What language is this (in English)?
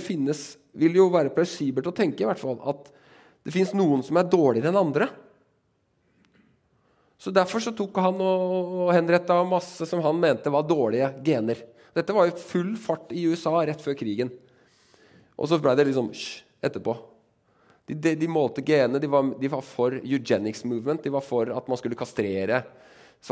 Norwegian